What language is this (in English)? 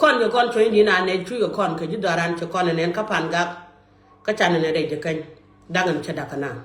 Nuer